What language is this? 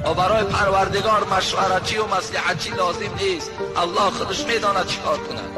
Tajik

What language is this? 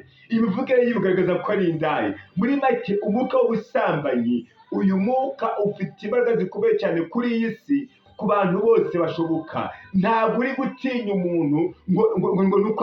Kinyarwanda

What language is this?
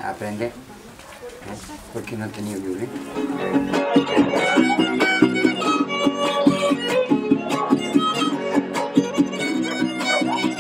Spanish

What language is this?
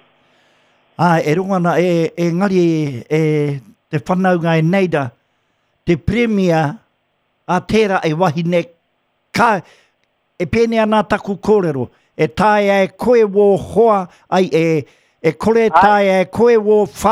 Māori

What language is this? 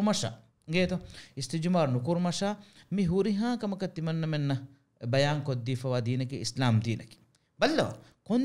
Divehi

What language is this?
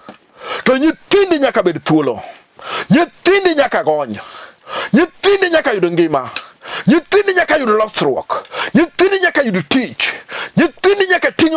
Luo (Kenya and Tanzania)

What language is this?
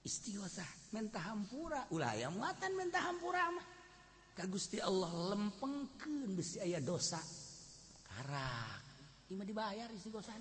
Sundanese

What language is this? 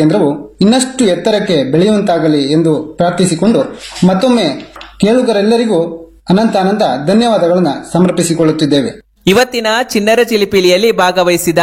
Kannada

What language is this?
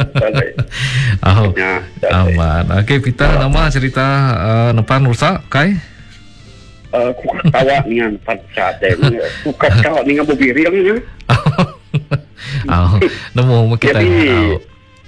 Iban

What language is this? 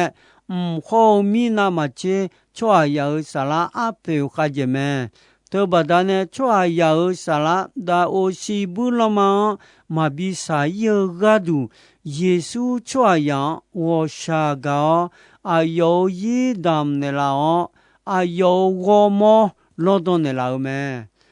Akha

